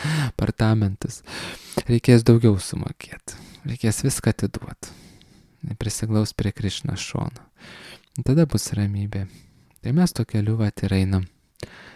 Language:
Lithuanian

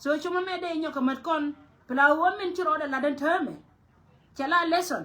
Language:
Nuer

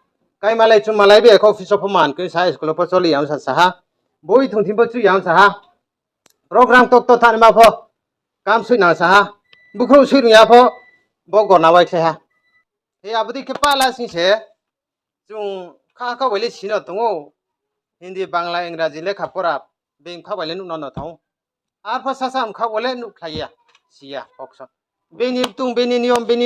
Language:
Riang (India)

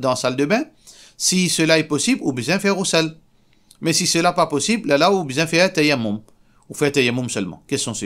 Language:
Morisyen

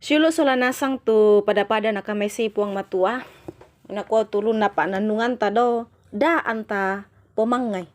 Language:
Toraja-Sa'dan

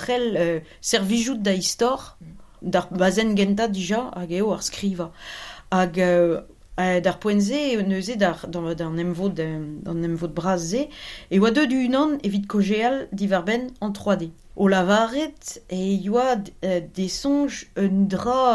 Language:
Breton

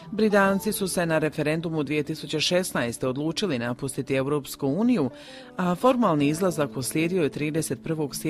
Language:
Croatian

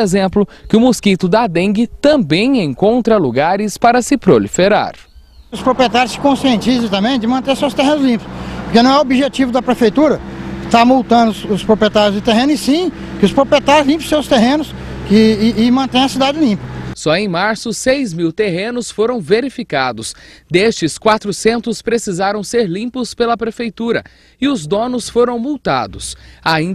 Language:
Portuguese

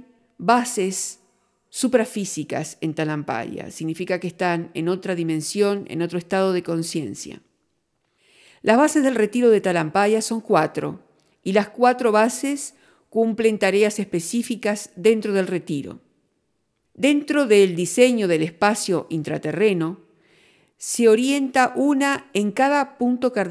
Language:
Spanish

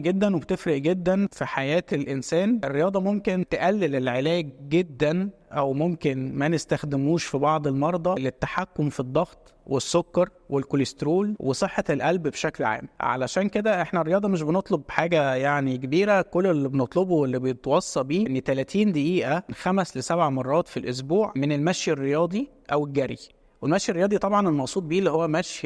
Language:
Egyptian Arabic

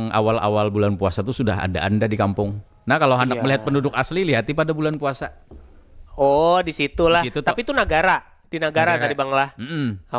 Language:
Banjar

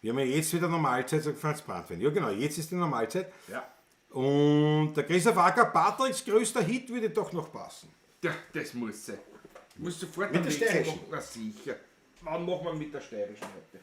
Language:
Bavarian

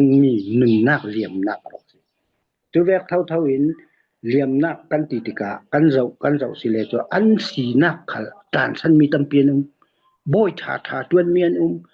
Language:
Falam Chin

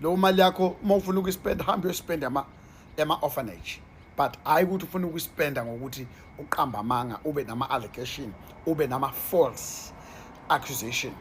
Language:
Zulu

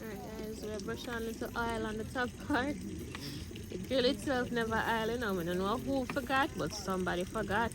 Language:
Jamaican Creole English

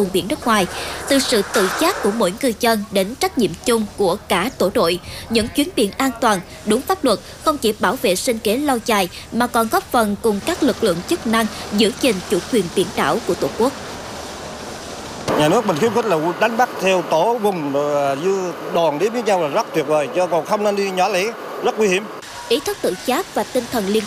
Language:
Vietnamese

